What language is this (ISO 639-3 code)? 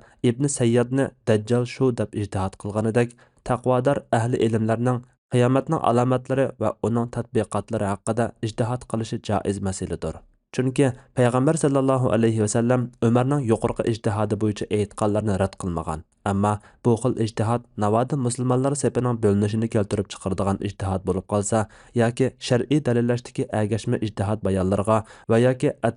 uig